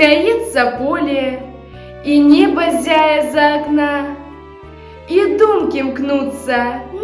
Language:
Belarusian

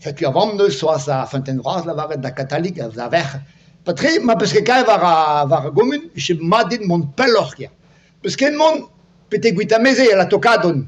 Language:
Breton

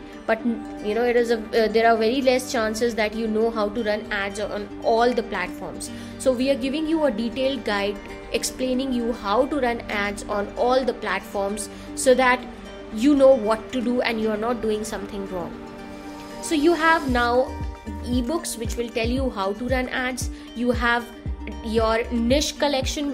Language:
English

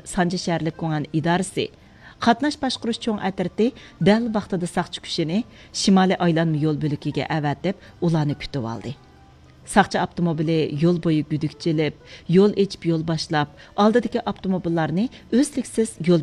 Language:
Uyghur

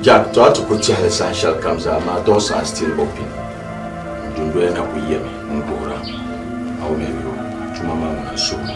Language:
Dagbani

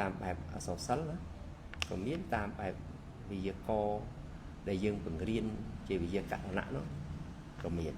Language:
Khmer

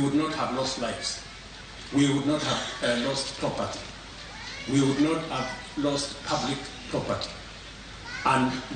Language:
Luo (Kenya and Tanzania)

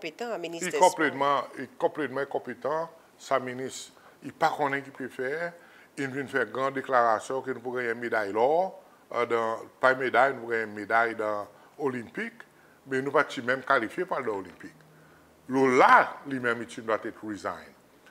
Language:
Seselwa Creole French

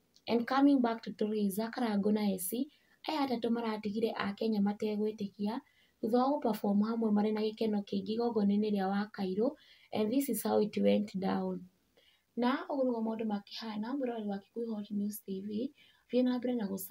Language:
Kikuyu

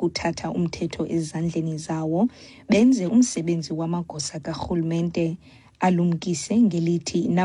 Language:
Xhosa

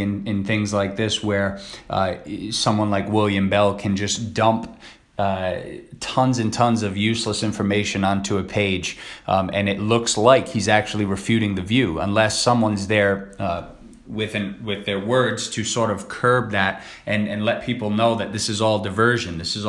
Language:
English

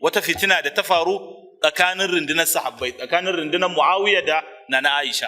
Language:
Hausa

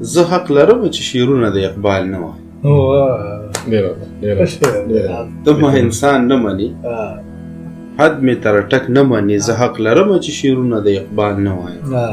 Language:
Pashto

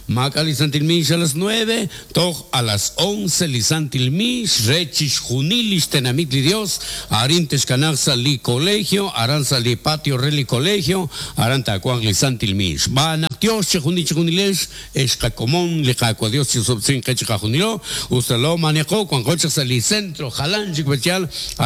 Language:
Kekchí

